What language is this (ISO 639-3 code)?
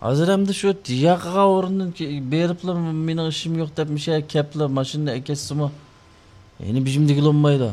uig